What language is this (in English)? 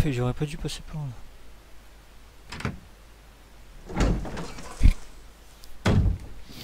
French